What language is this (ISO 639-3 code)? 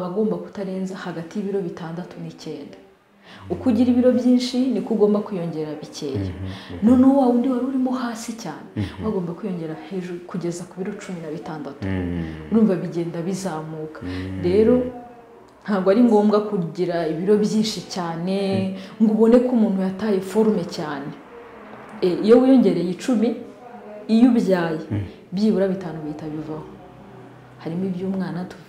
kin